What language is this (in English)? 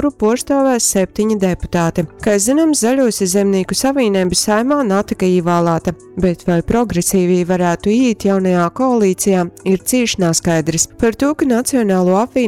Latgalian